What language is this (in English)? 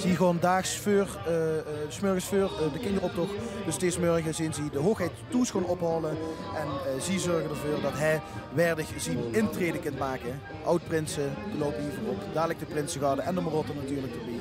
Limburgish